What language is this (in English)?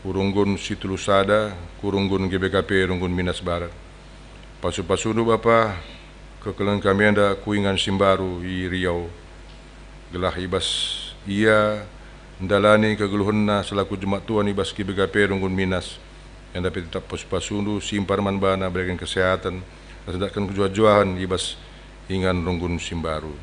Batak Karo